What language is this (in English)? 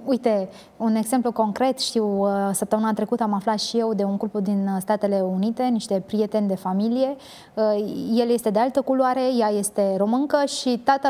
Romanian